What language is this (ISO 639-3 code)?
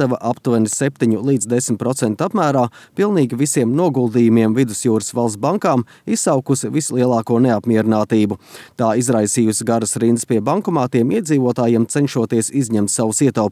lav